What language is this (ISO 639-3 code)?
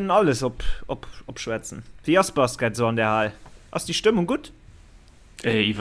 ltz